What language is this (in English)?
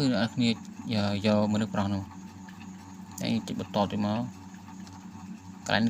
Khmer